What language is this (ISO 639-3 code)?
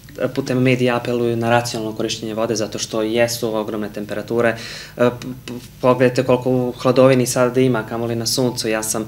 srp